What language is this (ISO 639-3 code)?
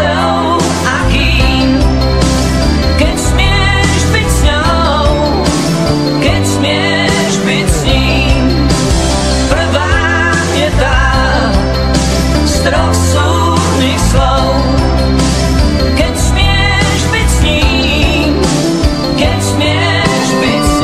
slk